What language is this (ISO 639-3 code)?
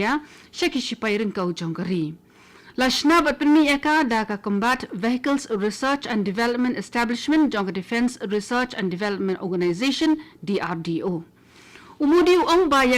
kha